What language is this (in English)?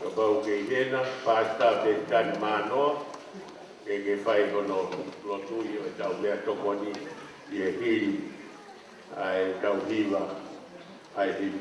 Tongan